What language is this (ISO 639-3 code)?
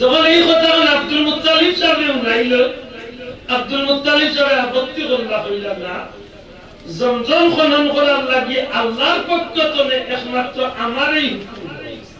syl